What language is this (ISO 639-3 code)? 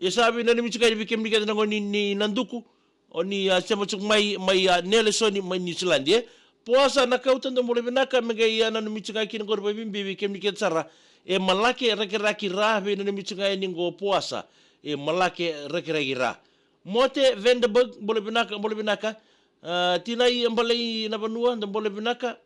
fij